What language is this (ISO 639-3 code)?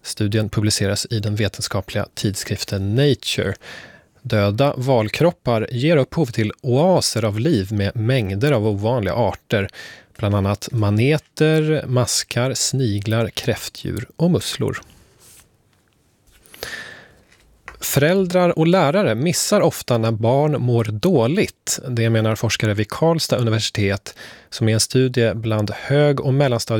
swe